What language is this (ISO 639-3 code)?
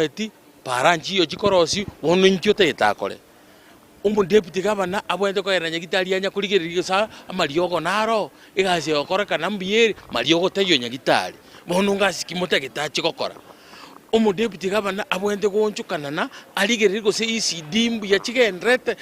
guz